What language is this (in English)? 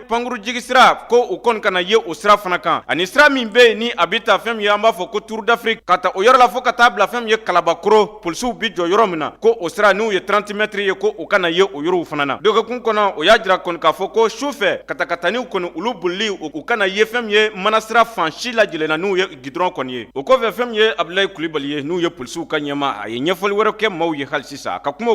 Bambara